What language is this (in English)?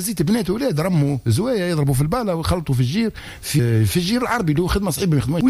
Tunisian Arabic